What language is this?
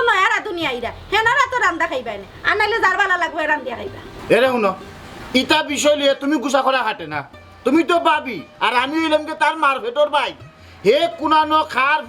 Sylheti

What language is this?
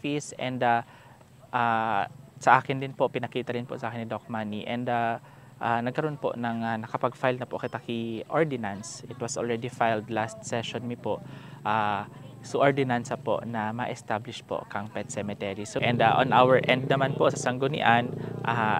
Bikol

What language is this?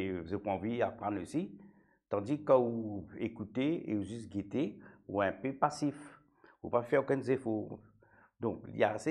Morisyen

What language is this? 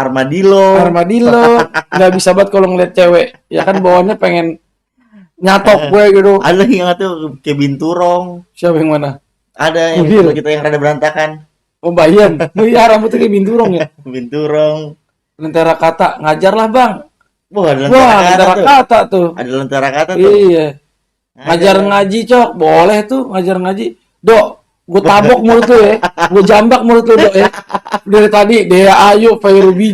Betawi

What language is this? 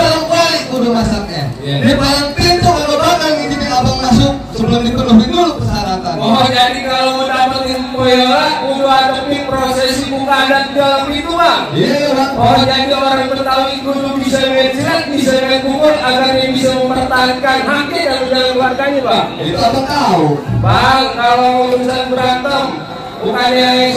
Betawi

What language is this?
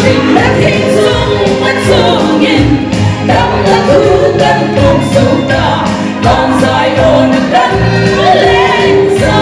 Hmar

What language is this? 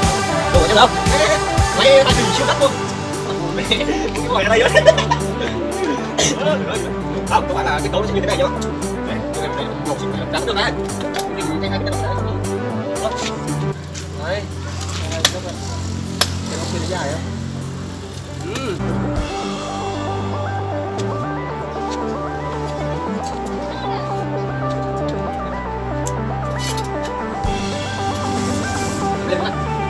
Vietnamese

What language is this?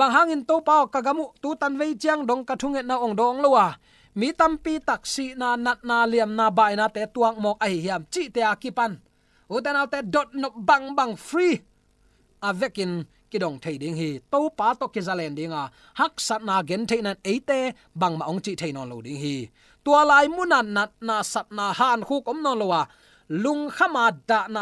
Tedim Chin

